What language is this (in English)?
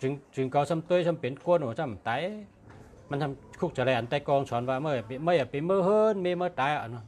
Shan